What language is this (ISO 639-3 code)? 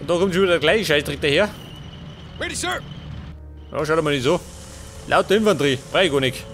bar